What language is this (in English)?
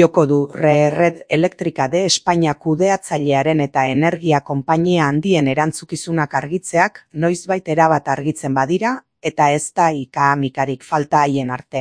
Basque